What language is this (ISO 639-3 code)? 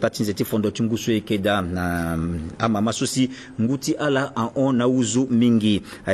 sag